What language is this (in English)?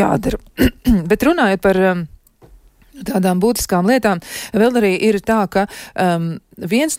Latvian